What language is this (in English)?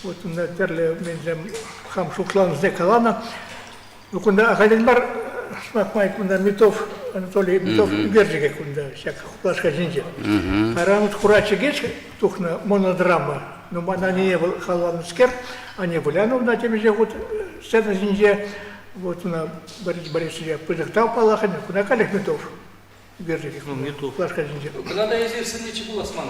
Chuvash